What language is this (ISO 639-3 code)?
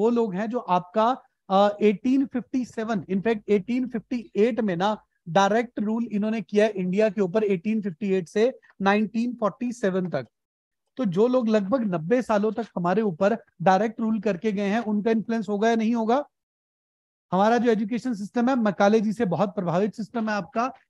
hin